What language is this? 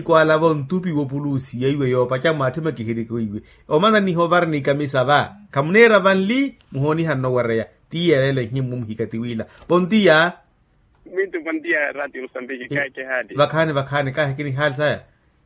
Makhuwa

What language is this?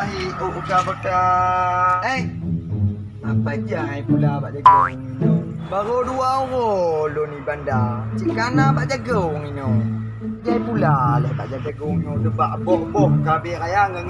Achinese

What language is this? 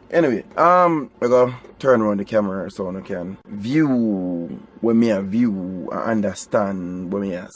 Jamaican Creole English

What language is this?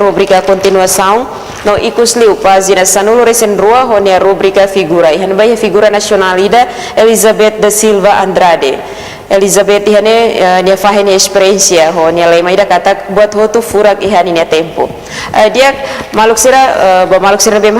Tetum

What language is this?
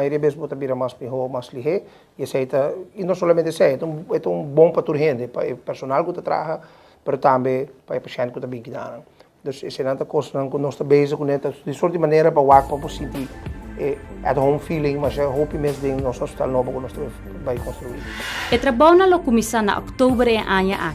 Papiamento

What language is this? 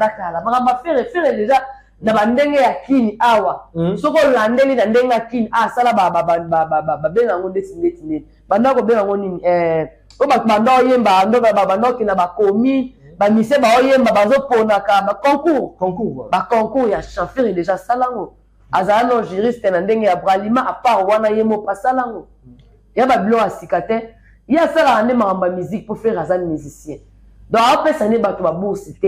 Lingala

